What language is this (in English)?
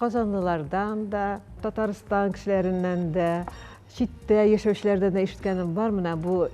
Tatar